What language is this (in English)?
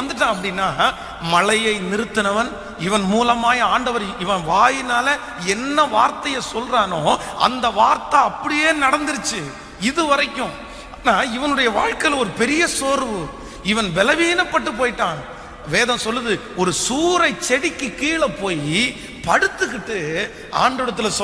Tamil